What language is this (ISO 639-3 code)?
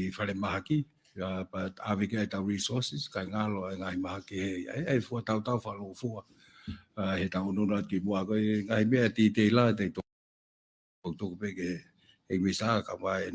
ton